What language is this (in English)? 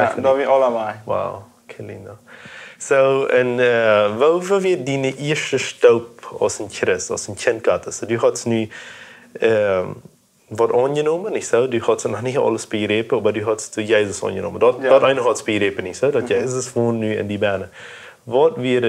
Plautdietsch